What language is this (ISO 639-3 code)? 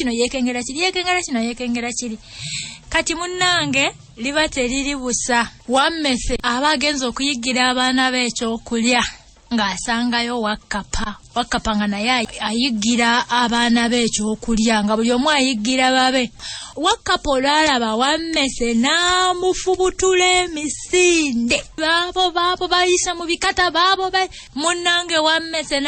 lug